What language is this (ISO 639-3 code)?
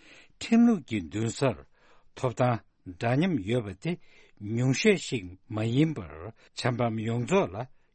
bod